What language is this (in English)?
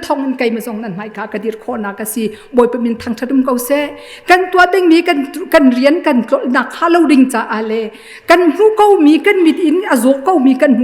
Hakha Chin